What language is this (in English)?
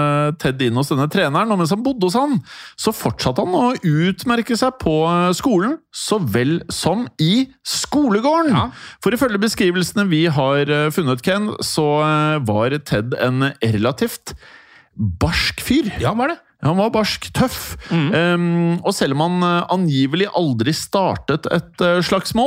Norwegian